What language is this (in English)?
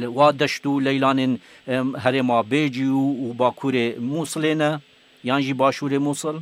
Kurdish